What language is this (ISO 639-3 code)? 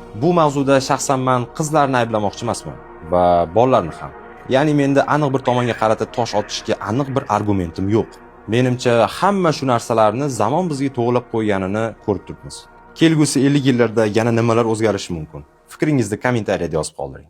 uzb